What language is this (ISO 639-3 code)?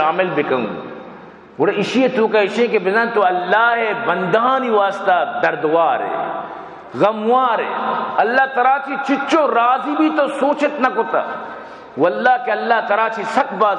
bal